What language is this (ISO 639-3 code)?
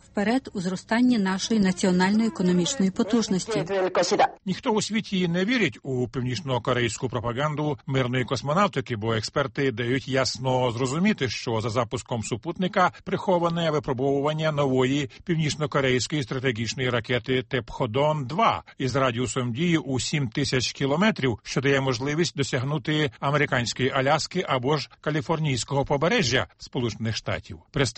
ukr